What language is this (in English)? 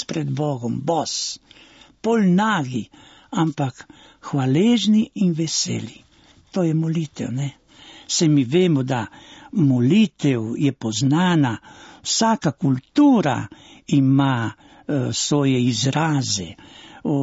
Slovenian